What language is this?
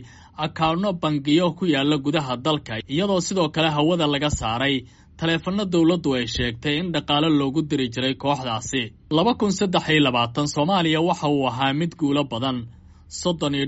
Somali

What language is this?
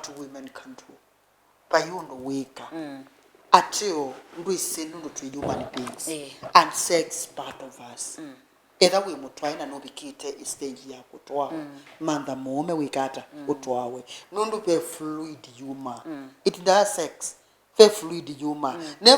Kamba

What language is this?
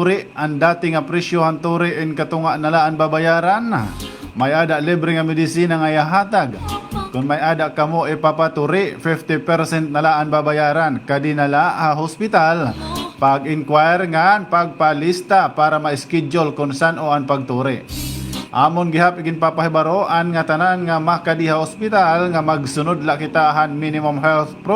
Waray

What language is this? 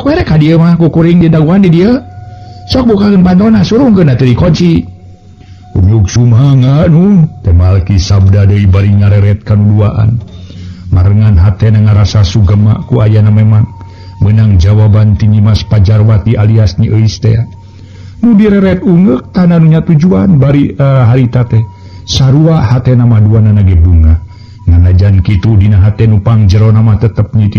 Sundanese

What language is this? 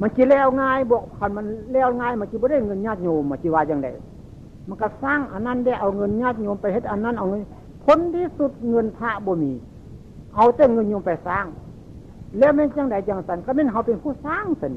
Northeastern Thai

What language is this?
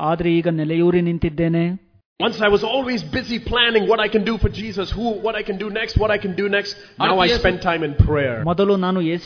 Kannada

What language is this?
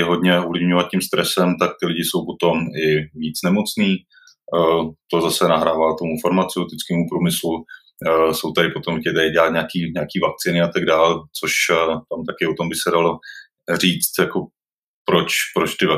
Czech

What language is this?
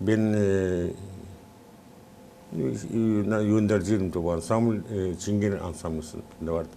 Gagauz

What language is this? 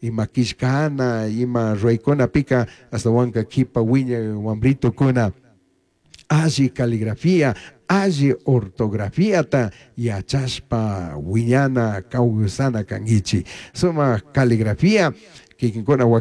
Chimborazo Highland Quichua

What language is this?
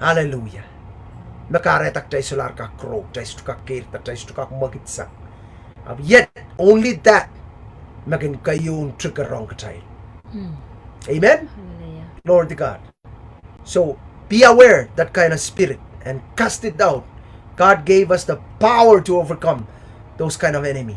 Pohnpeian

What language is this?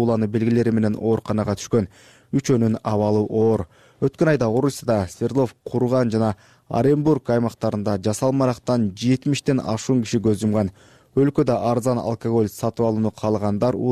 Kyrgyz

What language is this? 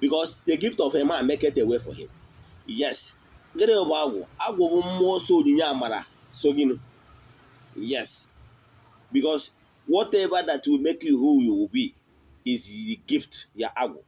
Igbo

